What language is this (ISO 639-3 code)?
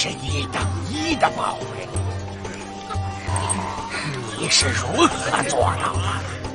zho